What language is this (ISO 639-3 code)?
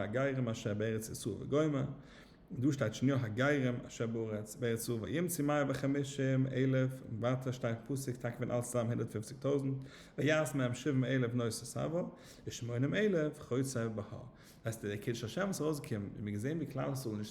yid